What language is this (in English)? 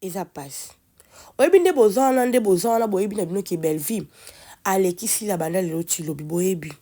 Lingala